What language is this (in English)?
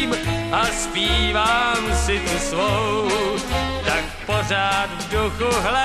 Czech